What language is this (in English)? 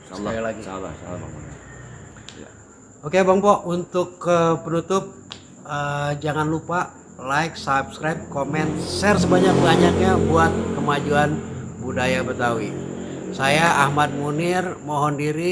Betawi